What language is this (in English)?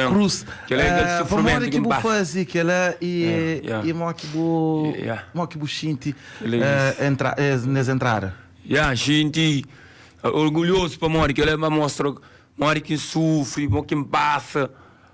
Kabuverdianu